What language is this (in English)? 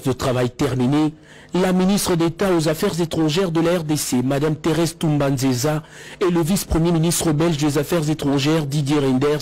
French